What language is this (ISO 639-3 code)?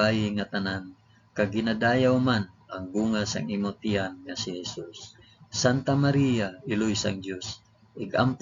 hil